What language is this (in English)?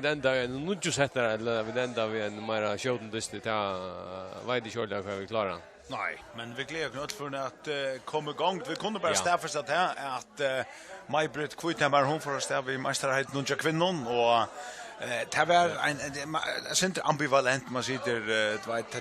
Faroese